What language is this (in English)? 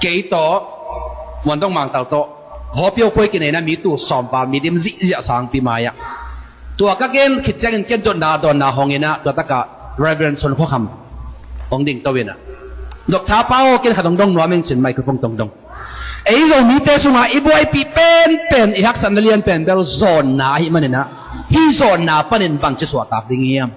Tedim Chin